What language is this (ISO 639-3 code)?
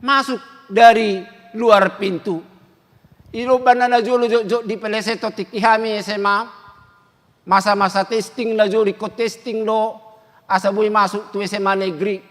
bbc